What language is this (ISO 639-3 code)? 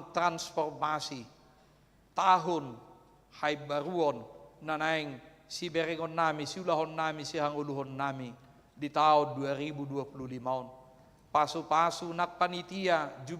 bbc